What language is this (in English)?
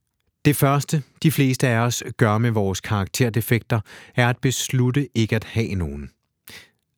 Danish